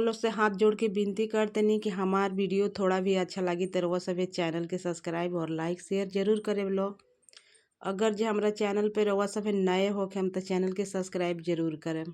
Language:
Bhojpuri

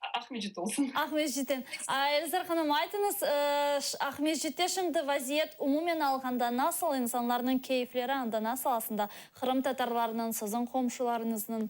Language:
Crimean Tatar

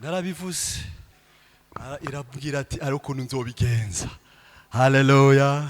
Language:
Rundi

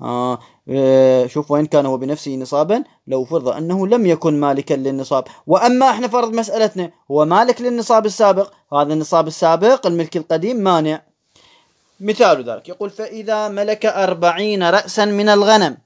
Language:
Moroccan Arabic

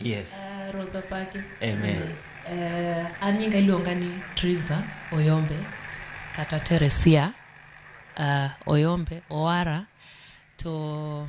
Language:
Luo (Kenya and Tanzania)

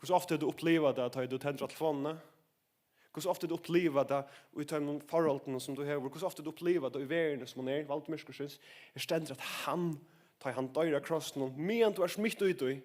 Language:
Faroese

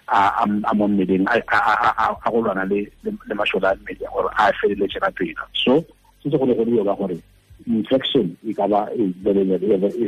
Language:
Tswana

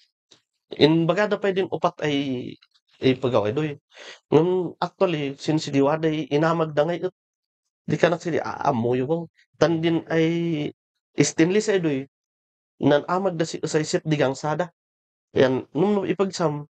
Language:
Kankanaey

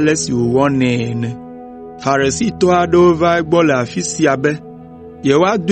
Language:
Ewe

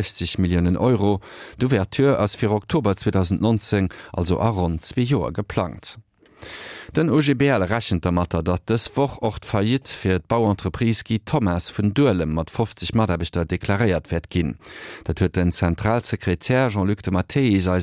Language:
Luxembourgish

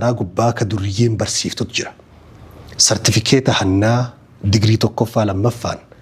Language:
Oromo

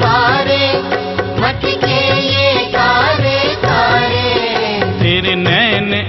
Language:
Hindi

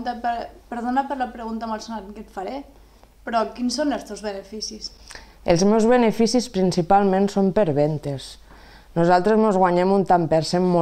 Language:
Catalan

